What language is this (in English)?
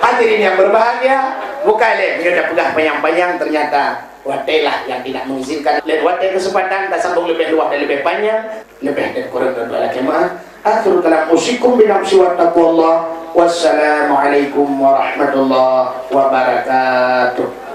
Achinese